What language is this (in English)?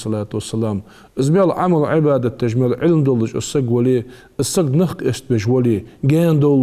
Ingush